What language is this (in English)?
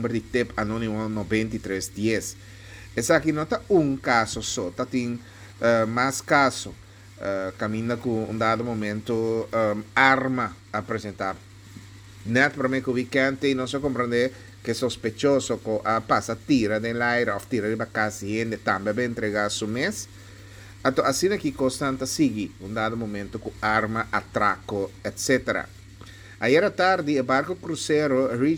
Papiamento